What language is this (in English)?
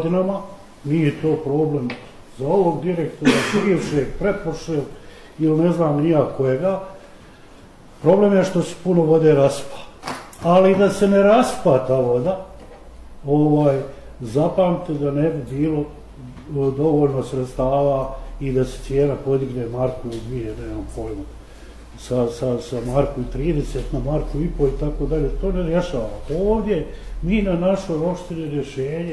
Bosnian